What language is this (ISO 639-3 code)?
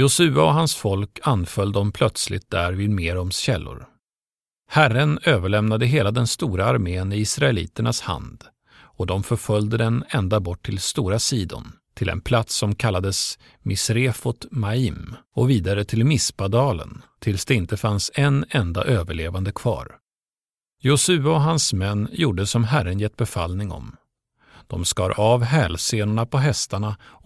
swe